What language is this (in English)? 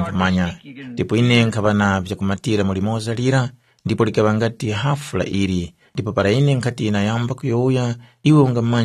Tumbuka